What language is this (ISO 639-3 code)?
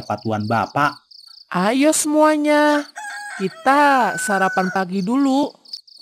bew